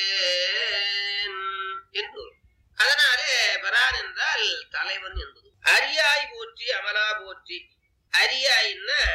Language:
Tamil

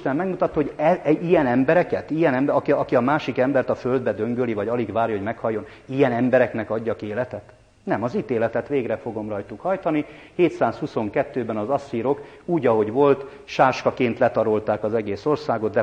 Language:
Hungarian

